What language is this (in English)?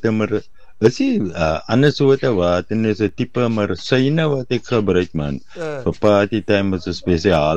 Afrikaans